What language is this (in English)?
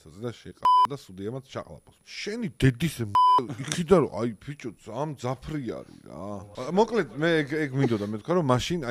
Georgian